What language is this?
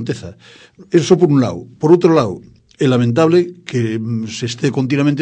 Galician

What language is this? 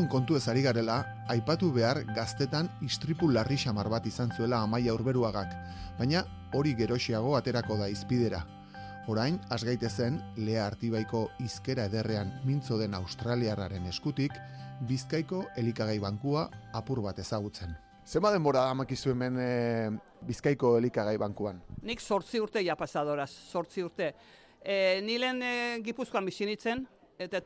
Basque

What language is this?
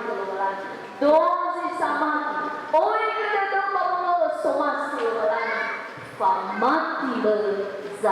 Nias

